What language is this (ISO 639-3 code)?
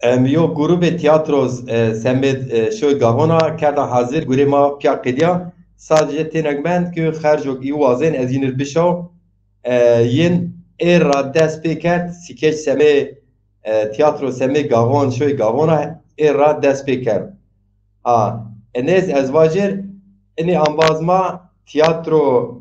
zza